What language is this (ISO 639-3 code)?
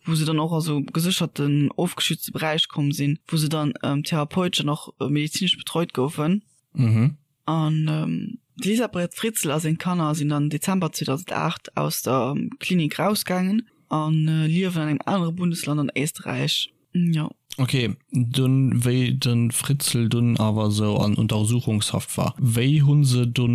ltz